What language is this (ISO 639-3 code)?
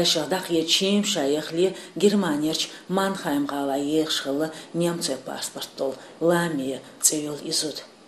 che